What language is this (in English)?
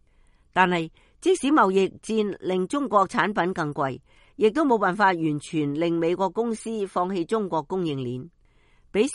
Cantonese